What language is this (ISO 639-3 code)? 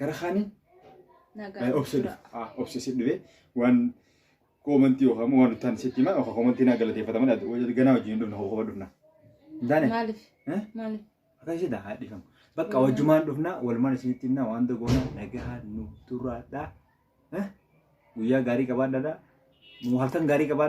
orm